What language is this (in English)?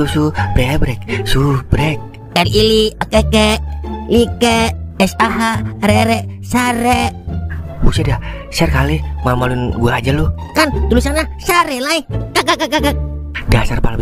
Betawi